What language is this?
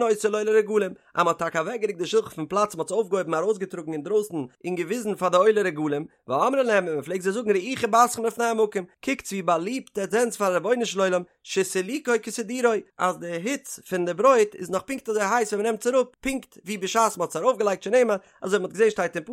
Yiddish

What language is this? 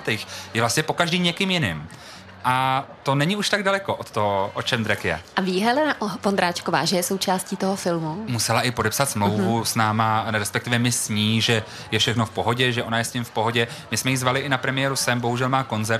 Czech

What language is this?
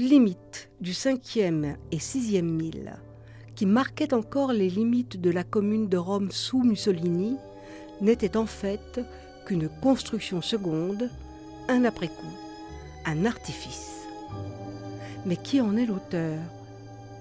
French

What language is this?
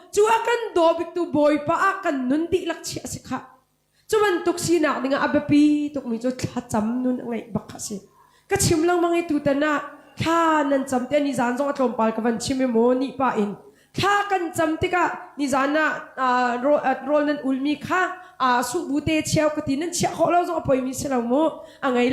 Hakha Chin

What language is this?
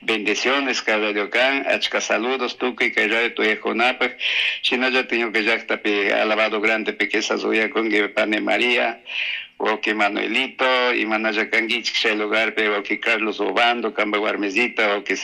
Chimborazo Highland Quichua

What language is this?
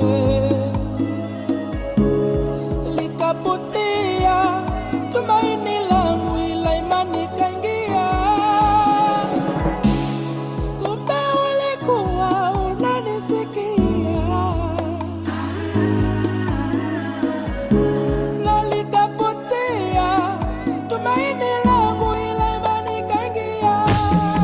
Swahili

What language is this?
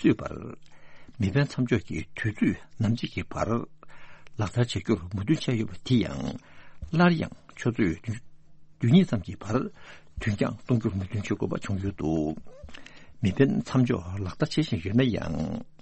Tibetan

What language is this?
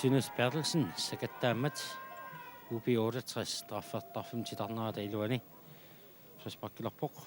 Kalaallisut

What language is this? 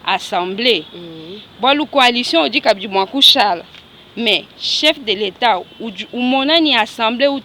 Luba-Lulua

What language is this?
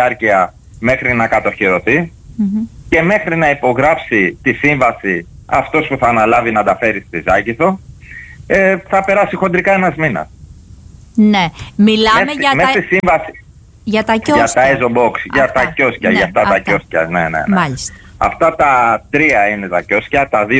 Greek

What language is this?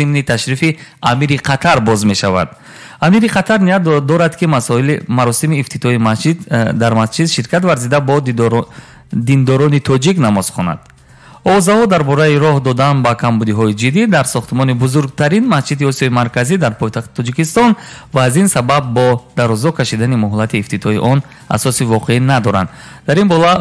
Tajik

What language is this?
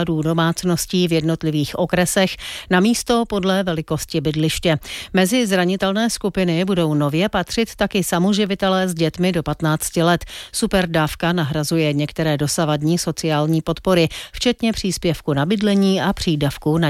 Czech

